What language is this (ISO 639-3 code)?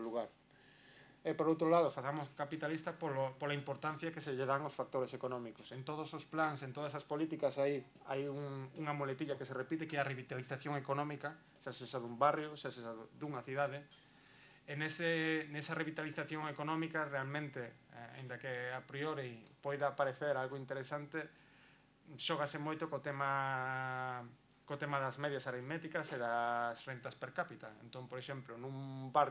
glg